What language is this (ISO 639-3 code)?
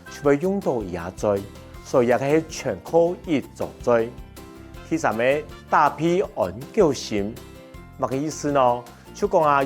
hak